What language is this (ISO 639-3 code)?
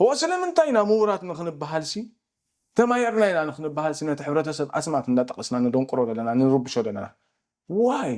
tir